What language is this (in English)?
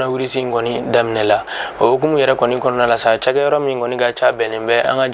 Bambara